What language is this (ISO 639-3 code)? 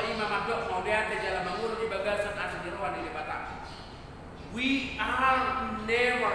bbc